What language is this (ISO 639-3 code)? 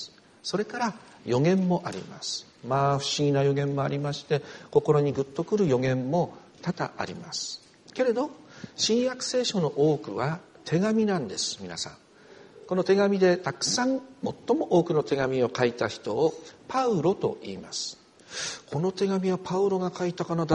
jpn